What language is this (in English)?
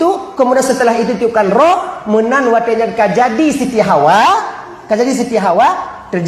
Achinese